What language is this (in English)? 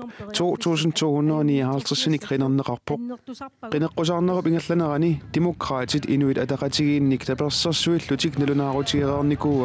Kalaallisut